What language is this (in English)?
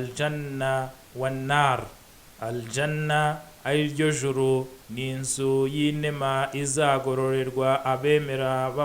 Kinyarwanda